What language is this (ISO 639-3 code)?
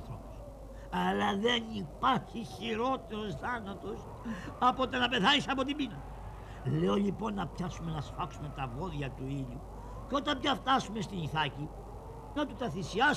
ell